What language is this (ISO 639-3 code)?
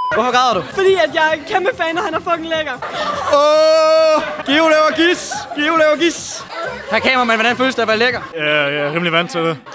dan